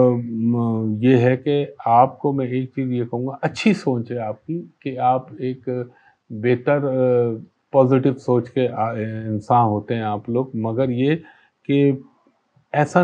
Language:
Urdu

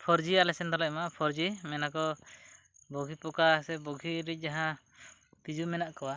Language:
Santali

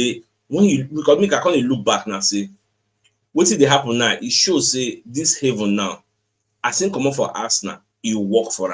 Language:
Nigerian Pidgin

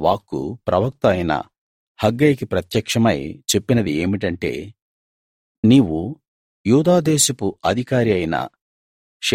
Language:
Telugu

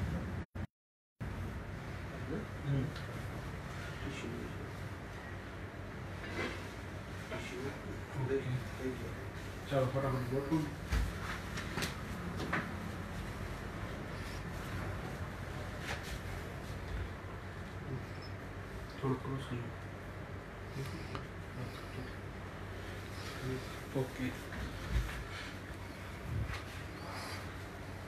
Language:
Gujarati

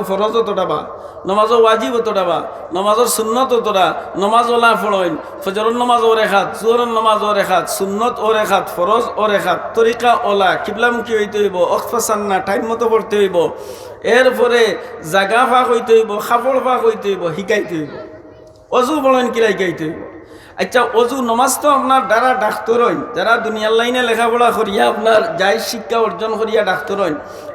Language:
Sylheti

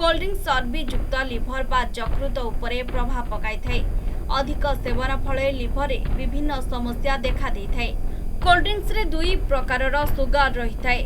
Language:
Odia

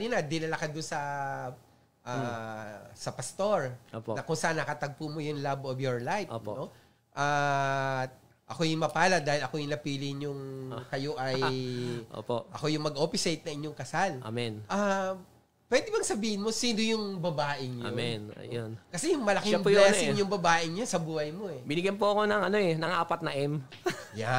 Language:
Filipino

